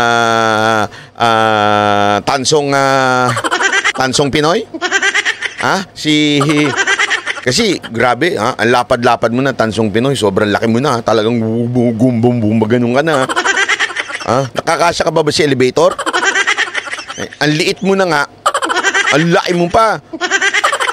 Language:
Filipino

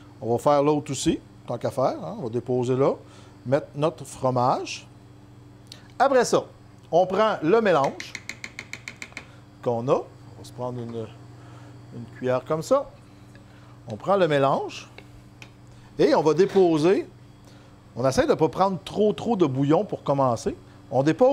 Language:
French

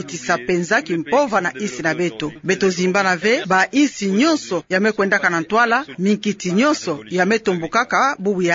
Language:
Kituba (Democratic Republic of Congo)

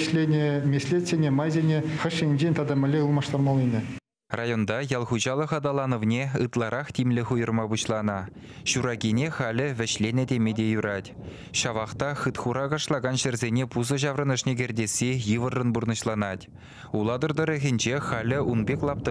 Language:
Chuvash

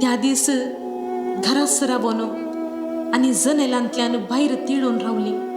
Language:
Konkani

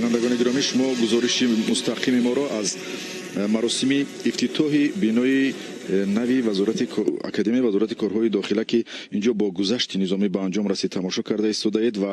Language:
Tajik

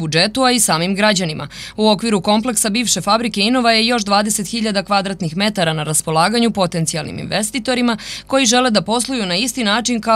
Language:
Serbian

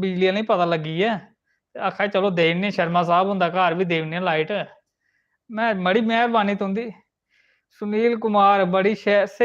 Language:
Dogri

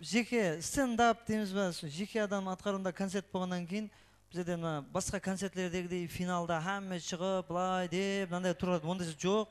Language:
Kara-Kalpak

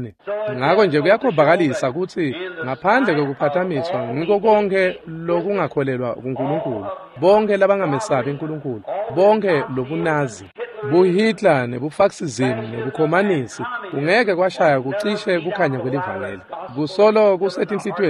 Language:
Swati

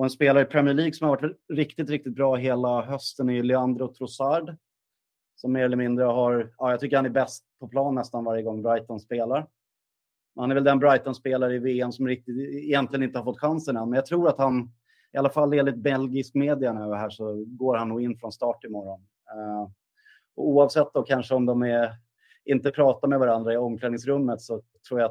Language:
Swedish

